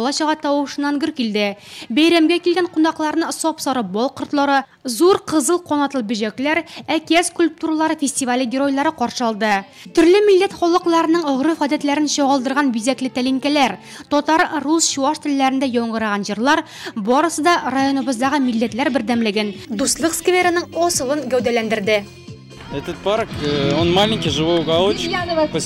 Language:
Tatar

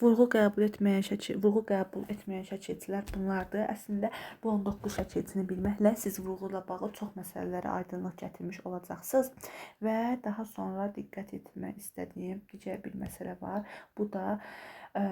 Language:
Azerbaijani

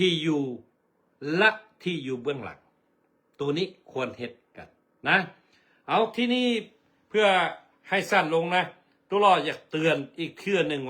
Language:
Lao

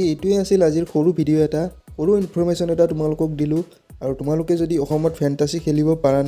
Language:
Assamese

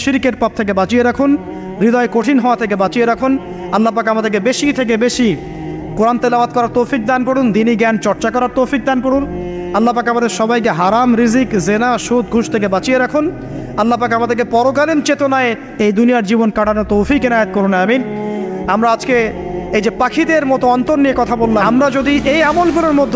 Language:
Bangla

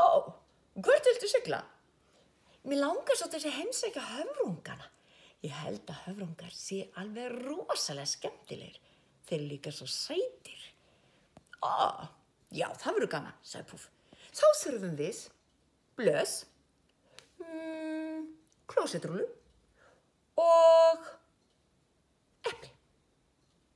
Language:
Icelandic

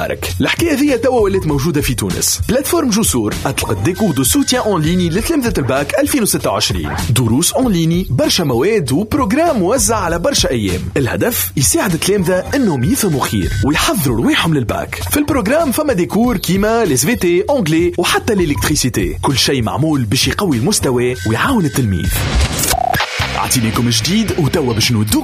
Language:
Tunisian Arabic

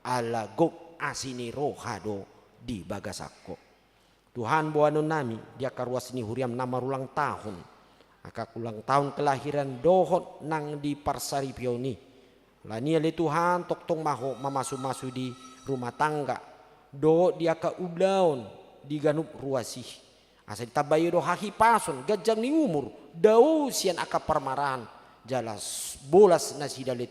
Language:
Batak Toba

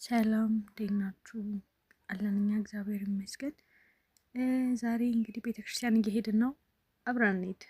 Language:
Amharic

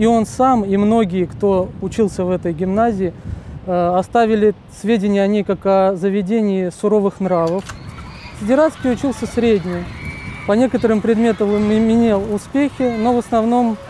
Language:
Russian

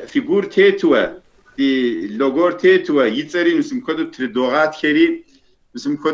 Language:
Kabardian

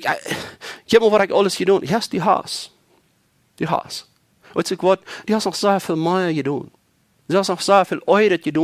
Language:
Plautdietsch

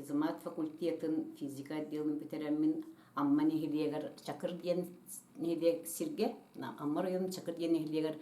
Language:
Yakut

